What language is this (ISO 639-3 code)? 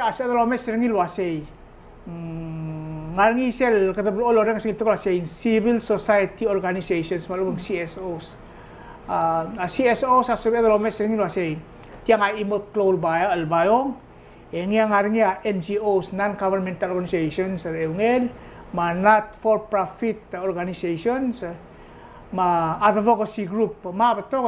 pau